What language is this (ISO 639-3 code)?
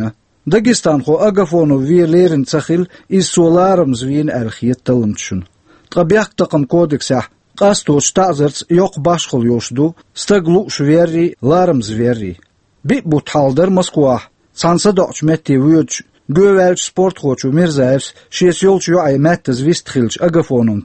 che